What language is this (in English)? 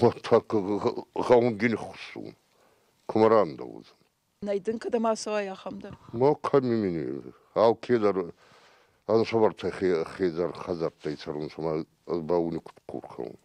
Ossetic